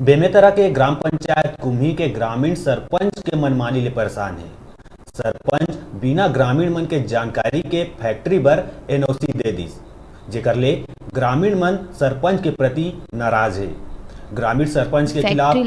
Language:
Chhattisgarhi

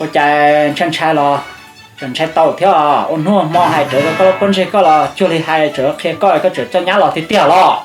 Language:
Hmong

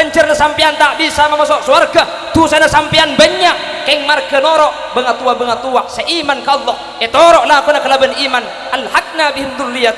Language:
Madurese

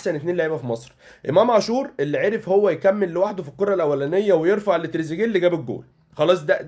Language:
Egyptian Arabic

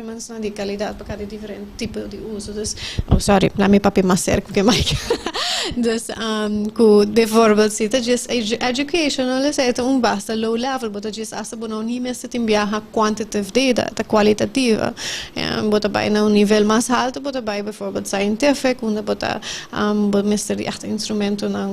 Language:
Papiamento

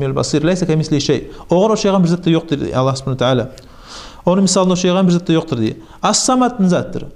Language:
Kumyk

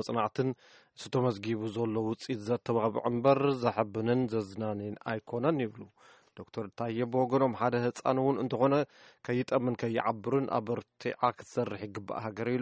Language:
Tigrinya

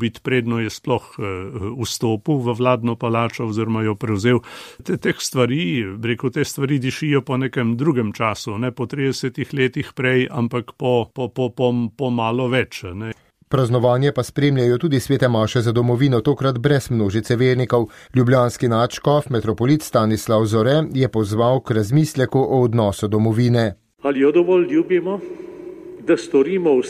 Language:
Slovenian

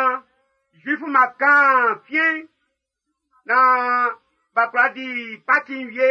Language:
Baoulé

